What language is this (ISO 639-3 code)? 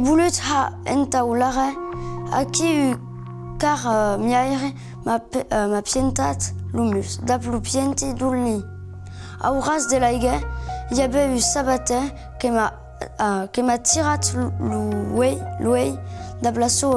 oci